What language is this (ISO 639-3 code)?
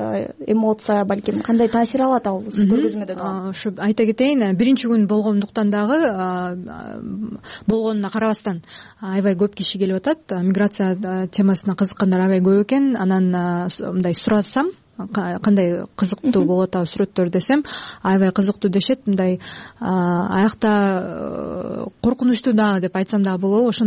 kir